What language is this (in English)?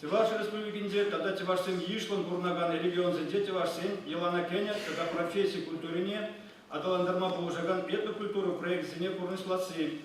Chuvash